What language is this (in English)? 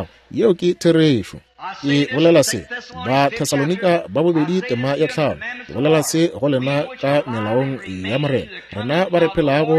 Northern Sotho